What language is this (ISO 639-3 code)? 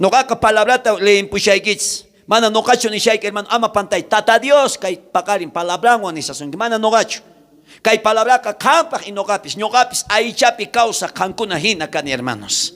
quh